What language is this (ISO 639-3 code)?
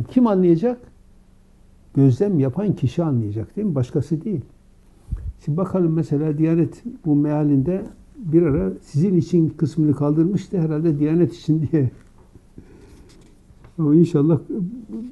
tur